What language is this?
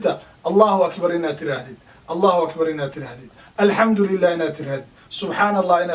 Somali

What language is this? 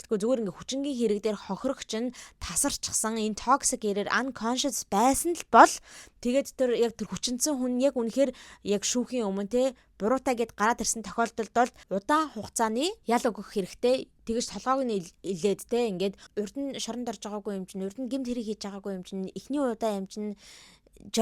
Mongolian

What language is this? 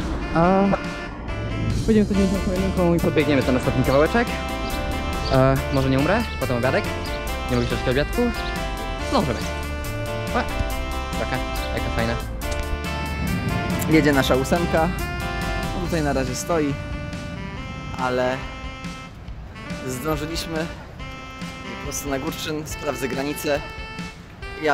Polish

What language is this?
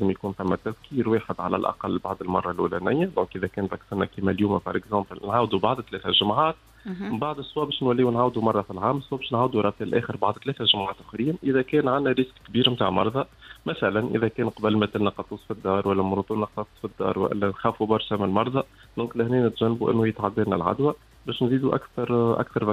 Tunisian Arabic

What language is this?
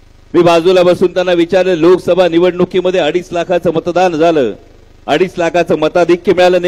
Marathi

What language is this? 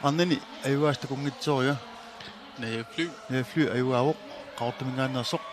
Kalaallisut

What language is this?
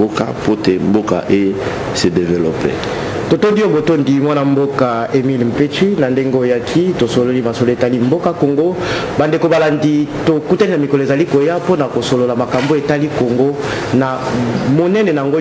Lingala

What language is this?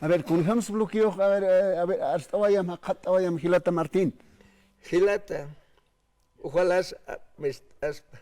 Aymara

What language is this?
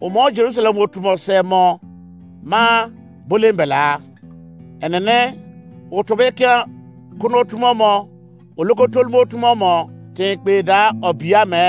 Izon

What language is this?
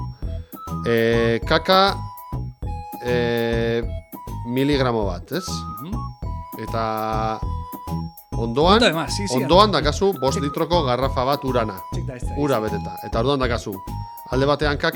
Basque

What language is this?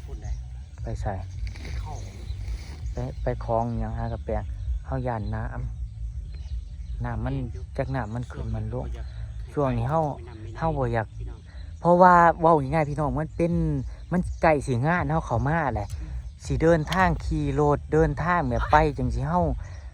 Northeastern Thai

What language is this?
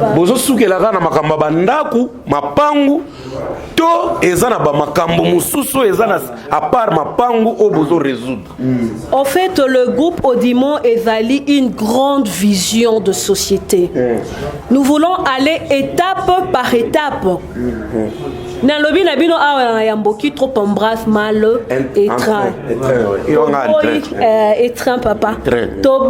Lingala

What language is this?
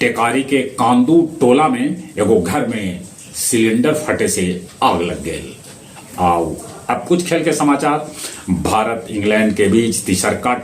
Magahi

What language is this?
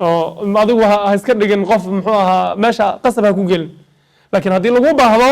Somali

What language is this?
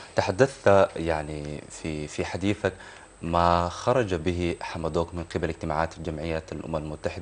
Sudanese Arabic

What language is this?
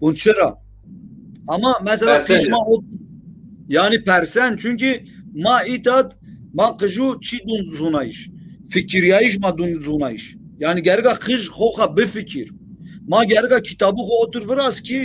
Zaza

